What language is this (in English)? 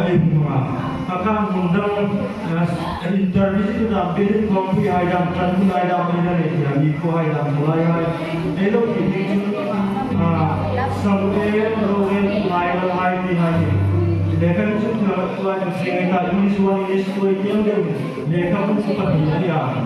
Hmar